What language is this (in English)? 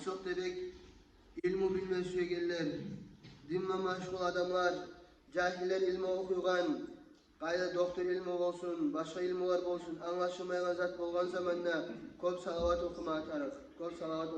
Kumyk